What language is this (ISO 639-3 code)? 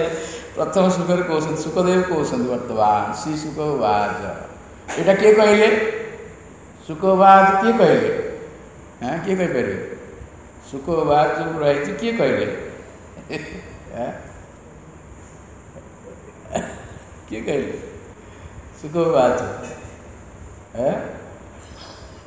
ori